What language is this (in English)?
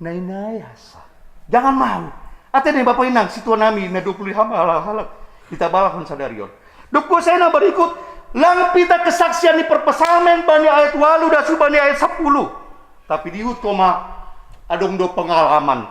Batak Simalungun